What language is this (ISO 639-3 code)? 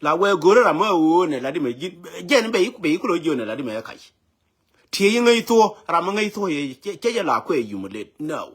nus